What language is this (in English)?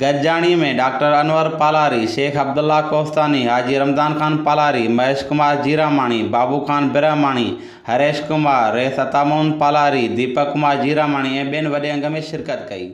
Sindhi